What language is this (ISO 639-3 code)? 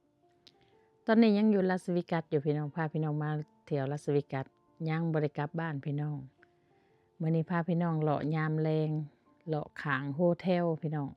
lao